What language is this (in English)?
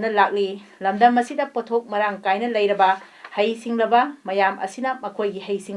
Manipuri